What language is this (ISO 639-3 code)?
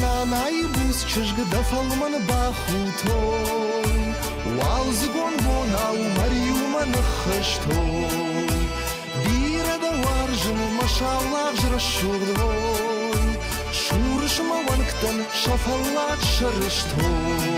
oss